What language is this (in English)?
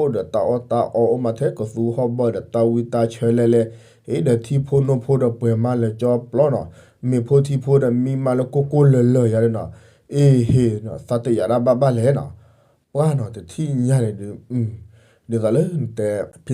S'gaw Karen